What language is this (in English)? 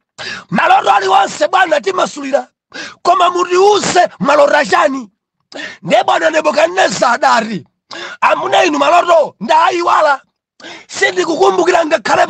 Nyanja